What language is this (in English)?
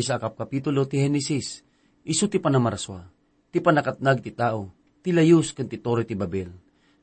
Iloko